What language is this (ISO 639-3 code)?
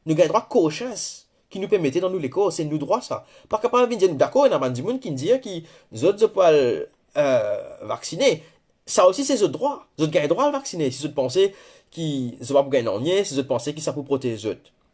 mfe